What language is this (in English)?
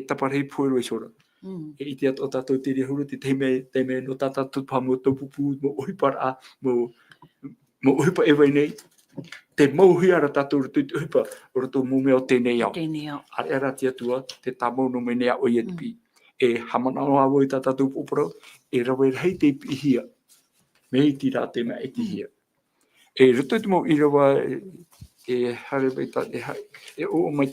Tahitian